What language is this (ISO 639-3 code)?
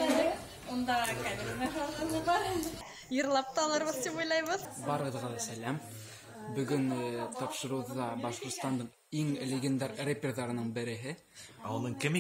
bak